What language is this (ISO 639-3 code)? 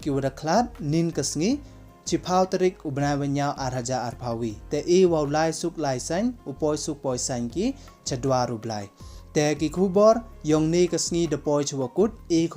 pbv